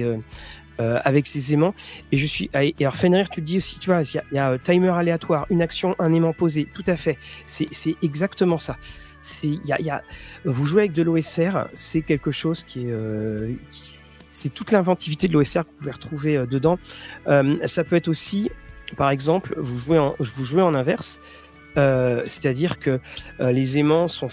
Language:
French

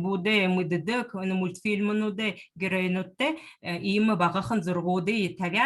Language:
Buriat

